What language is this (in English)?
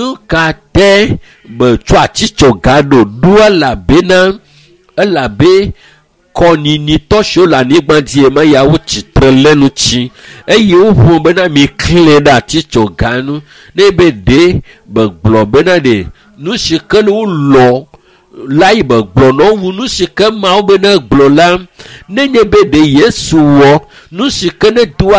Ewe